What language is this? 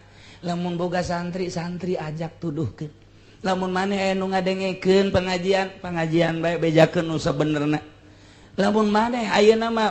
Sundanese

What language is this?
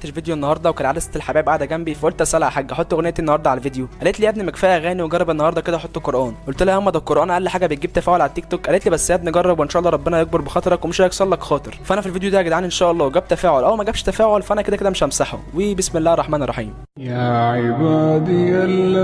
Egyptian Arabic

